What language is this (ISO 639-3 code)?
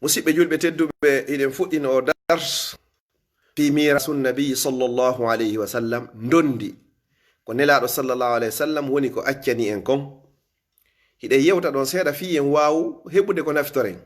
ful